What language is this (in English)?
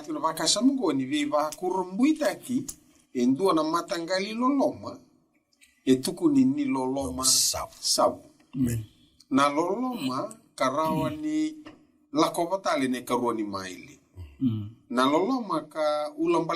Fijian